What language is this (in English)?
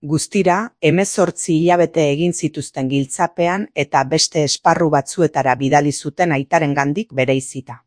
Basque